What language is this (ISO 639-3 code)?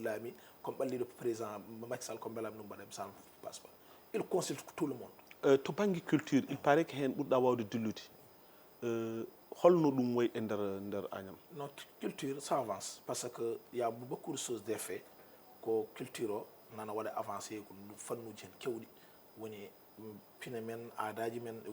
ful